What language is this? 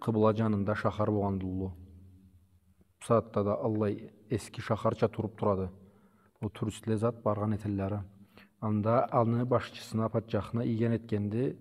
Karachay-Balkar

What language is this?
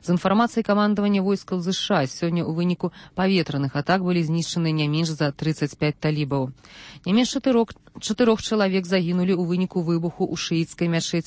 Belarusian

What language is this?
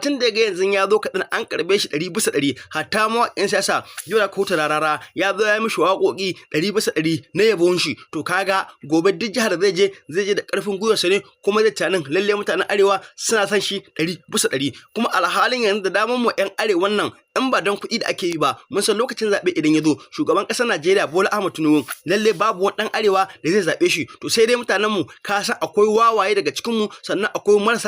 Hausa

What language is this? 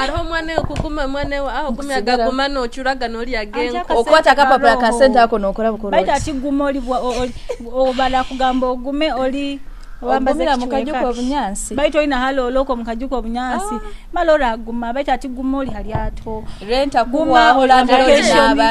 Nyoro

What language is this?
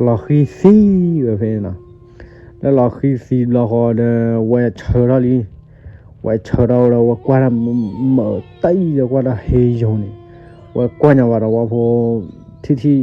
S'gaw Karen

